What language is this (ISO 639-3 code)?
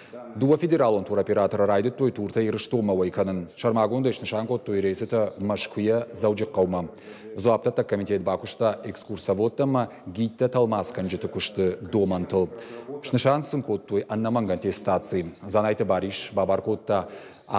oss